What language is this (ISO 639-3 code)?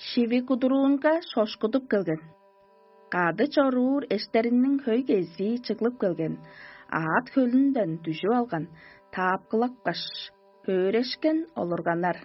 tyv